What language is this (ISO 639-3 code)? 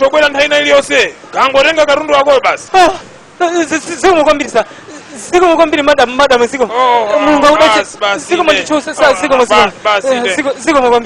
nya